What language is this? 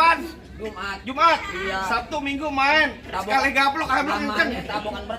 Betawi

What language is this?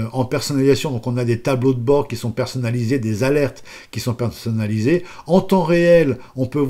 French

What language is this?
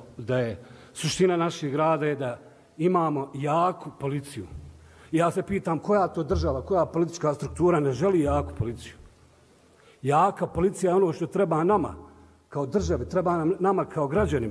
Bosnian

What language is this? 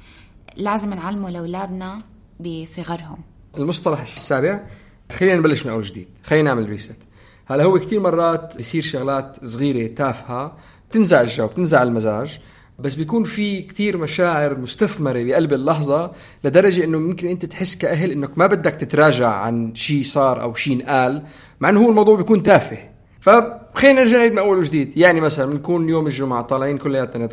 North Levantine Arabic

